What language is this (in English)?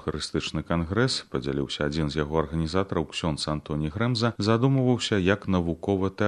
Belarusian